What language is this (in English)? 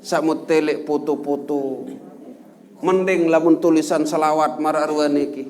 Sasak